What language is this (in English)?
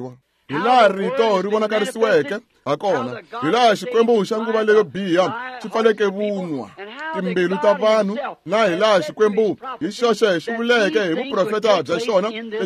Tsonga